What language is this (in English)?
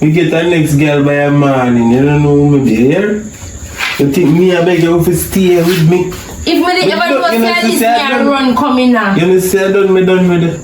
Jamaican Creole English